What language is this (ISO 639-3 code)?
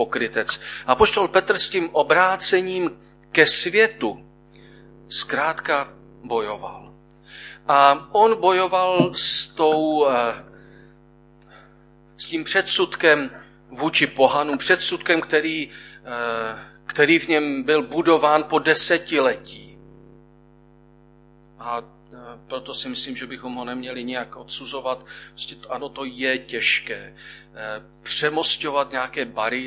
ces